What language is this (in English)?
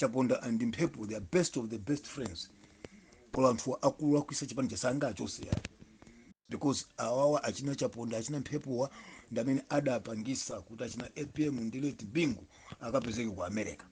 Nyanja